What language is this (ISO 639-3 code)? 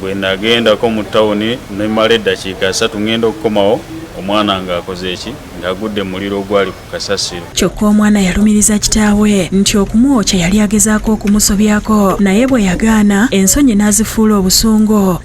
lug